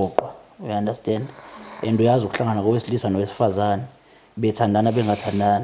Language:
Zulu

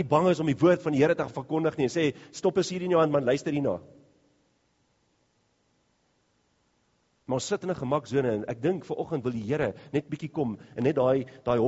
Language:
Afrikaans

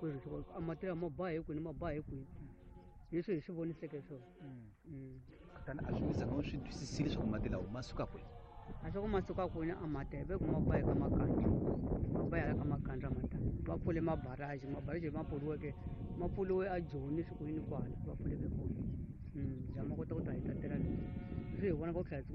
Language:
Tsonga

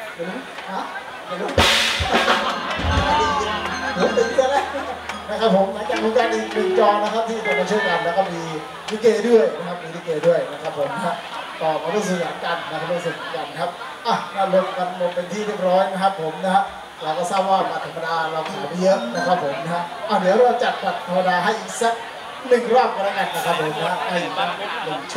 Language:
Thai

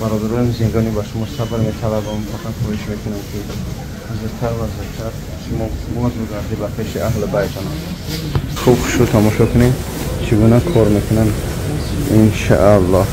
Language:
Tajik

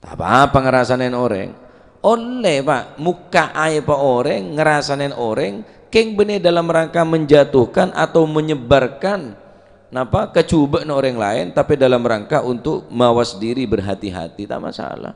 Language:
Madurese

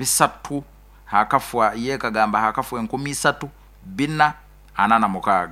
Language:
Nyoro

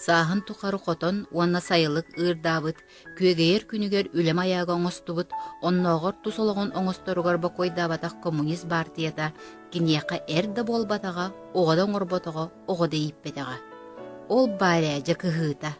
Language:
Yakut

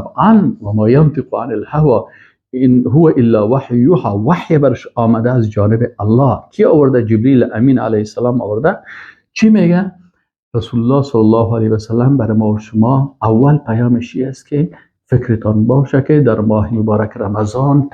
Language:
Persian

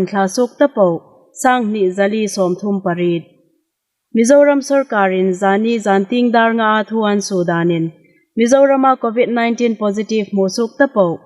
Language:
Hmar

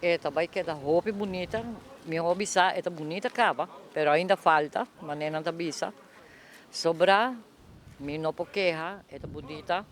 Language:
Papiamento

